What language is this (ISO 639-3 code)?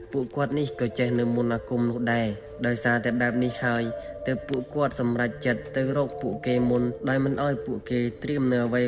khm